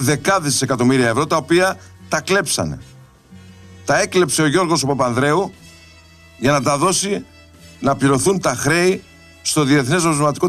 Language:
Greek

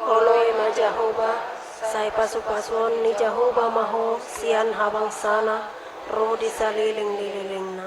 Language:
Batak Toba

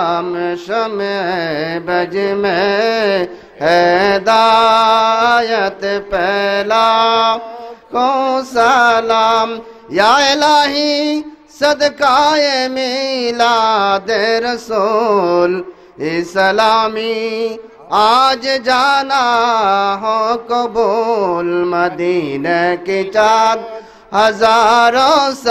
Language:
Bangla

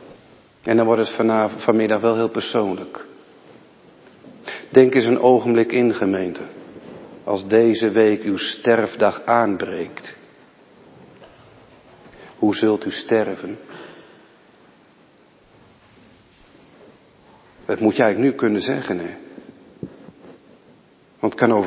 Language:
Dutch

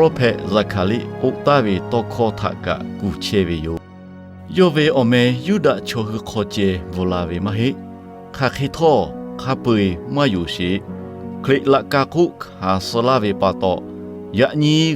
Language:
Lahu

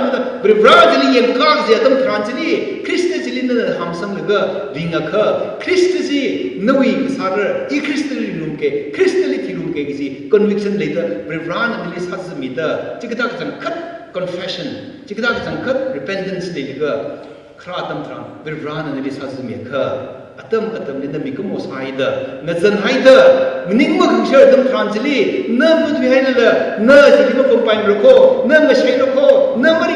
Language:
Tangkhul Naga (India)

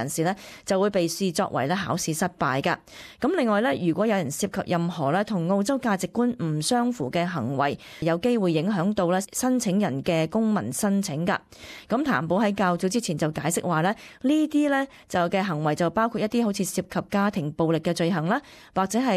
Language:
Cantonese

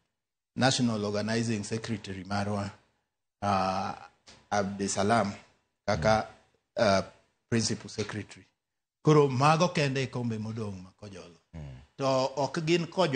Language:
Luo (Kenya and Tanzania)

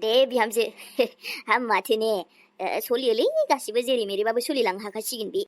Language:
Bodo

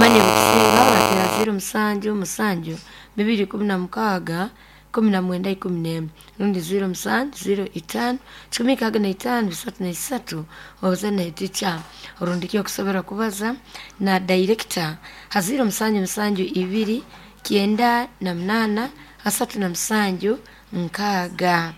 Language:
Nyoro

